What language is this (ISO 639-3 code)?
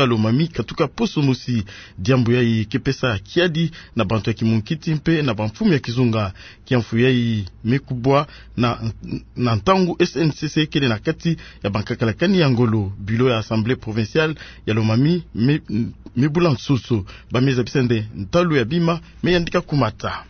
ktu